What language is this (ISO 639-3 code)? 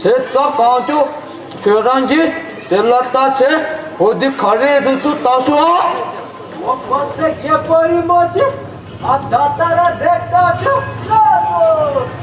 bod